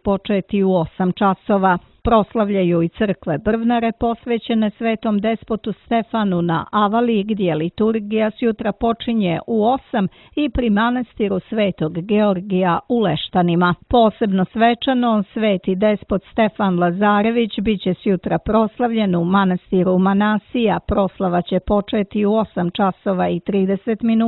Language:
Serbian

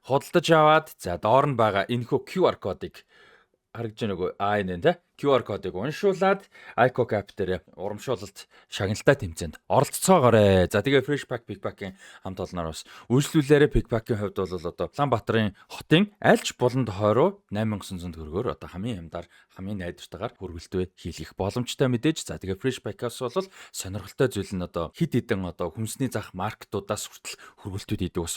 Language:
Mongolian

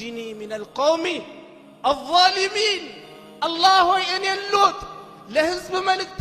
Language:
Amharic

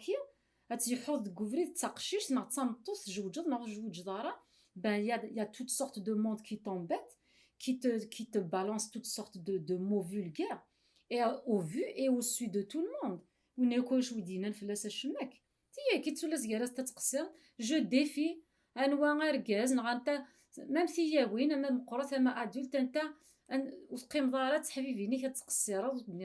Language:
Kabyle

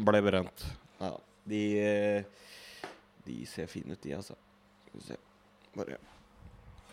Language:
Norwegian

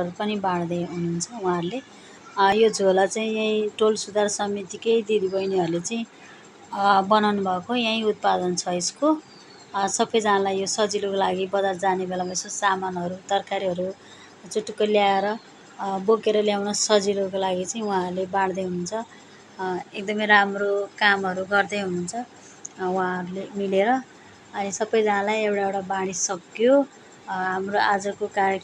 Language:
Nepali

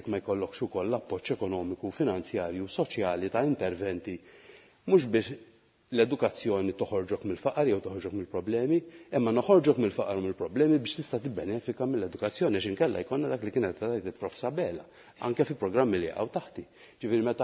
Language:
Maltese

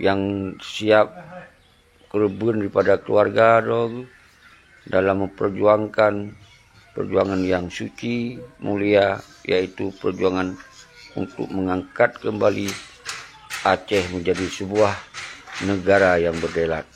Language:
Achinese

